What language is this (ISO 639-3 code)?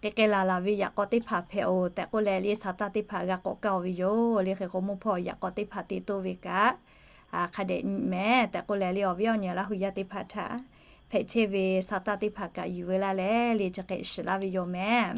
lhu